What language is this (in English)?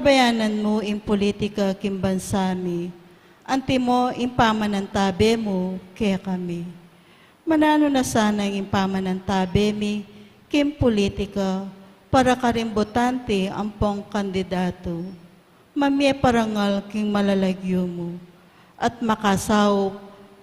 Pampanga